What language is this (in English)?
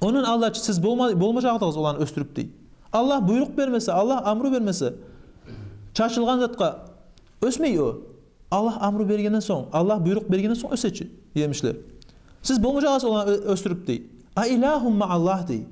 Kumyk